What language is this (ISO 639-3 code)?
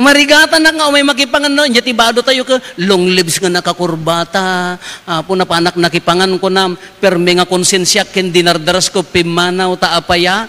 ilo